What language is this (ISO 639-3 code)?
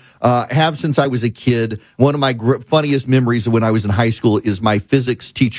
eng